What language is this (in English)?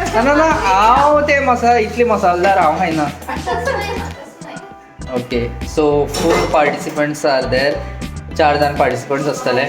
Konkani